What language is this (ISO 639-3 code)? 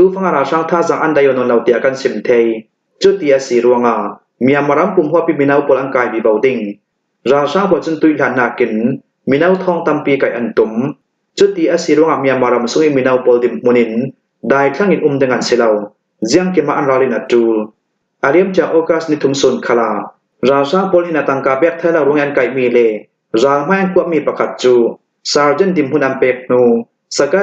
cnh